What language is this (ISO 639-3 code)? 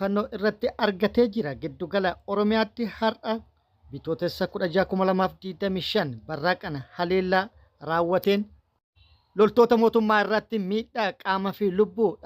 orm